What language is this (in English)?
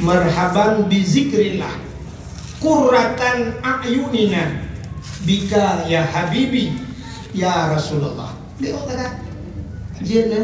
Achinese